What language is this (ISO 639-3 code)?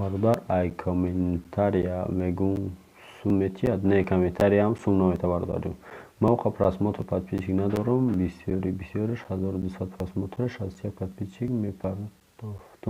tgk